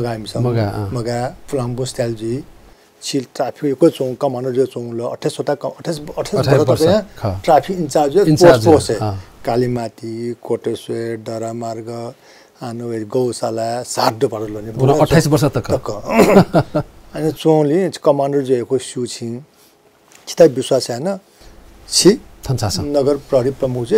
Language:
Newari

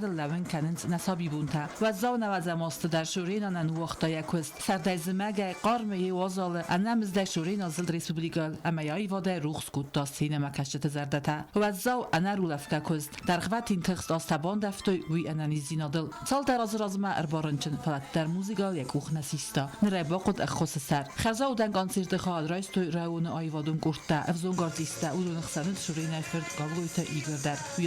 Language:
Ossetic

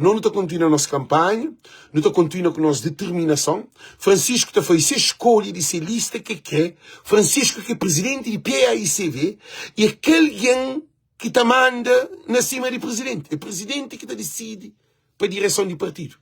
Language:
Kabuverdianu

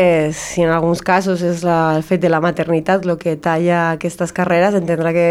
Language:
Catalan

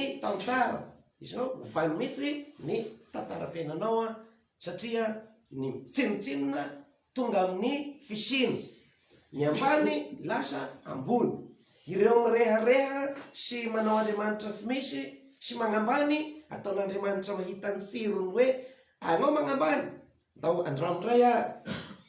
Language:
Malagasy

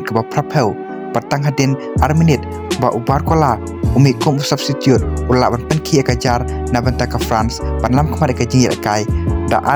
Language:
Khasi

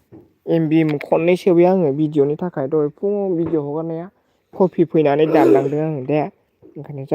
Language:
Bodo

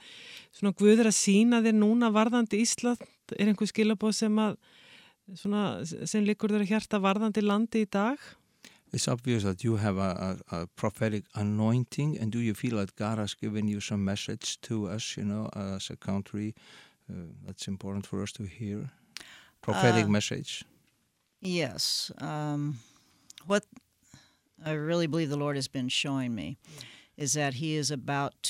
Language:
Icelandic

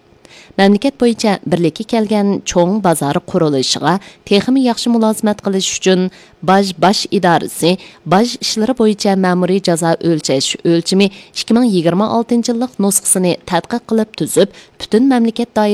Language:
Uyghur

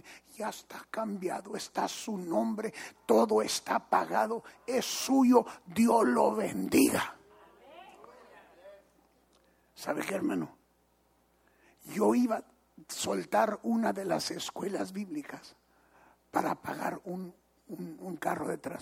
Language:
Spanish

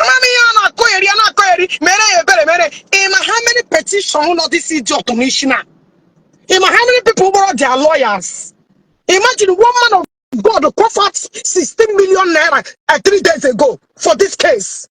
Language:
Igbo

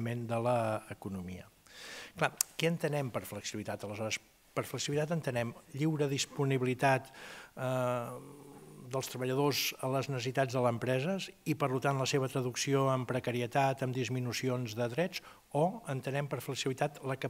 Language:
Catalan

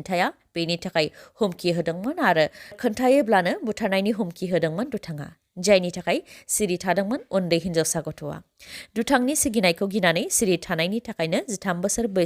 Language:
Bodo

